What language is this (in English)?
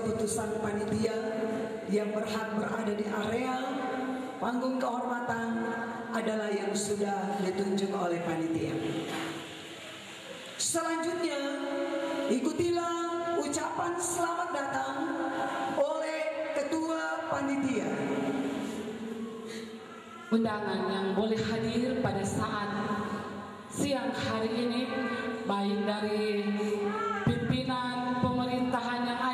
Indonesian